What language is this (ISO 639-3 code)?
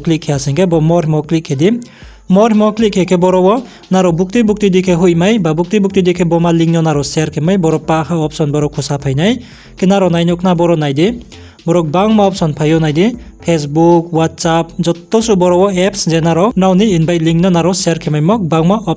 ria